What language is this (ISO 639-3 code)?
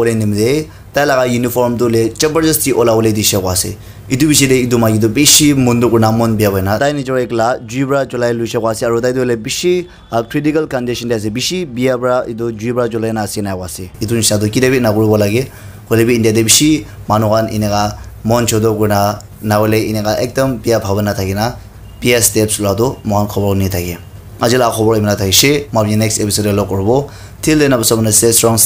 nag